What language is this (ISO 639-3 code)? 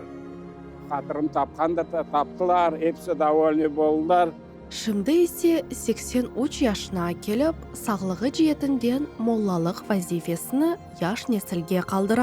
crh